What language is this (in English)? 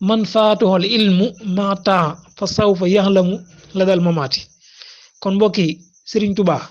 Wolof